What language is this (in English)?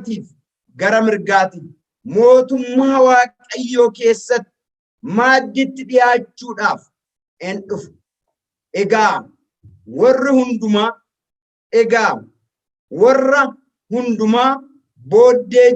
Oromo